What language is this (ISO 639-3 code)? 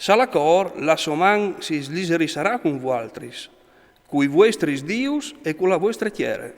fur